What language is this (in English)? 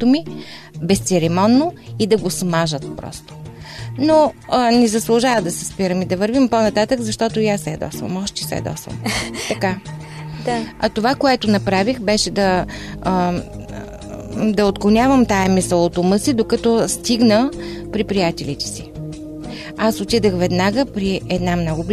Bulgarian